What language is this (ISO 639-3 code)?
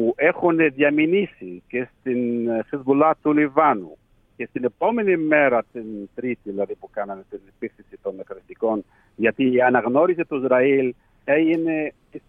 ell